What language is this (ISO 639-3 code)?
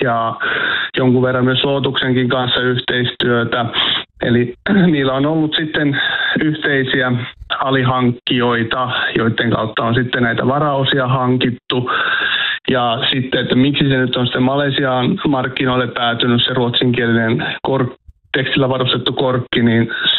fin